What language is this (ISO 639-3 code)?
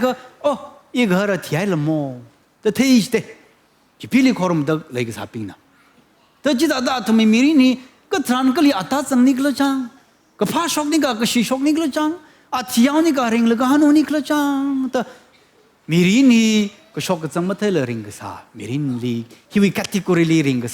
nmf